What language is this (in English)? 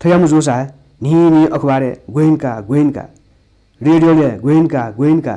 Newari